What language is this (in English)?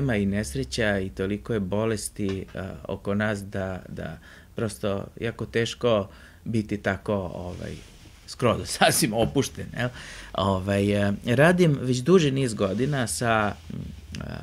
Serbian